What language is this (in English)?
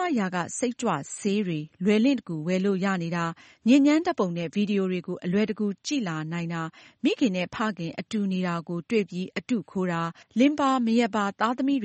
Burmese